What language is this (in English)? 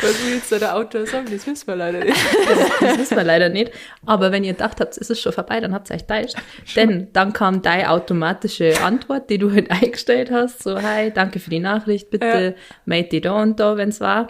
Bavarian